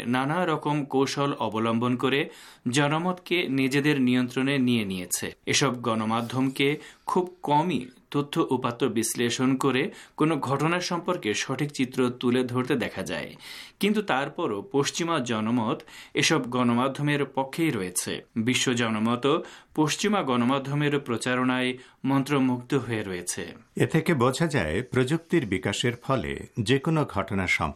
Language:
Bangla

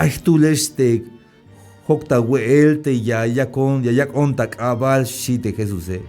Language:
Tzeltal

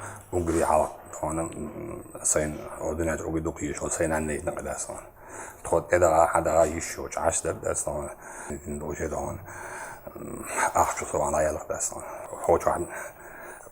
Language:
Chechen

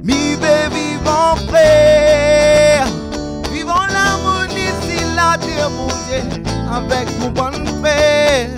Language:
Réunion Creole French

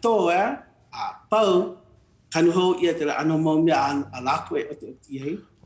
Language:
Hawaiian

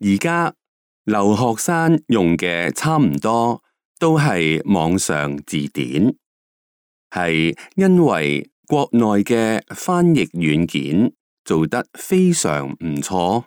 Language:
Cantonese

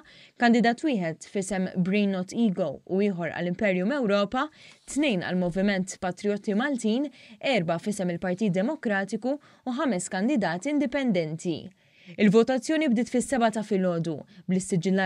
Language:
Maltese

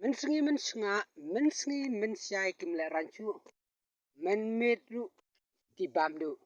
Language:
Khasi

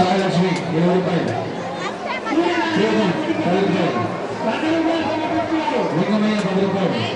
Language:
Telugu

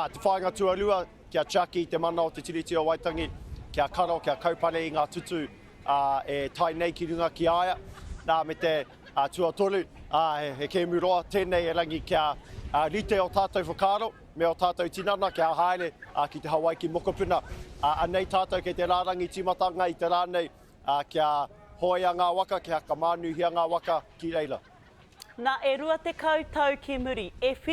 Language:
Māori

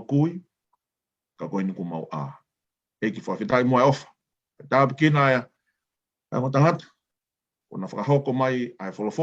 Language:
Tongan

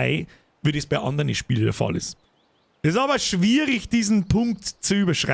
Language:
Bavarian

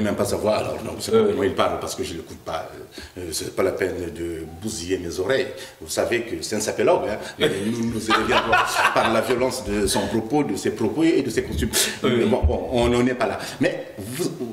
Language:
French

